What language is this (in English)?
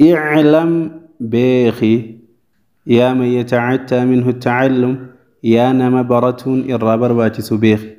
Oromo